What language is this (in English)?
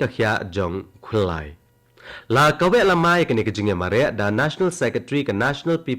Khasi